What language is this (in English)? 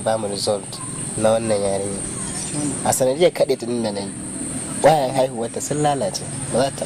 Hausa